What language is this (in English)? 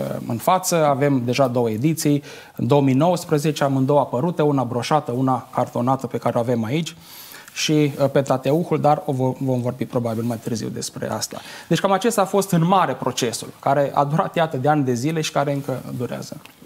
Romanian